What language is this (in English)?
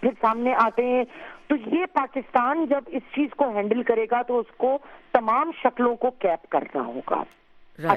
Urdu